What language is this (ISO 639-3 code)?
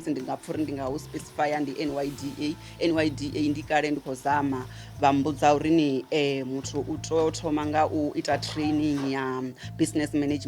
ven